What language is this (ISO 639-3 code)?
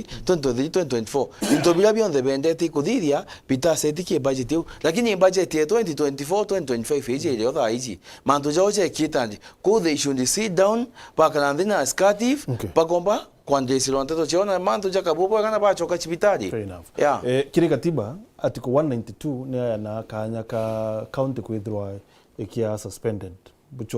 mer